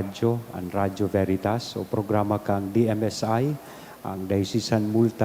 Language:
Bikol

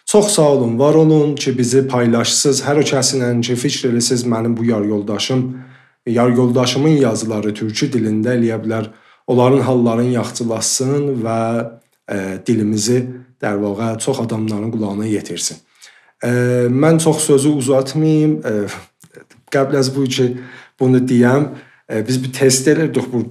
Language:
South Azerbaijani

